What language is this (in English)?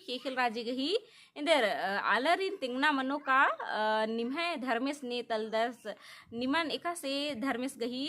Kurukh